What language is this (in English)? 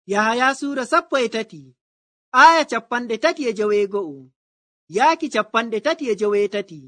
Nigerian Fulfulde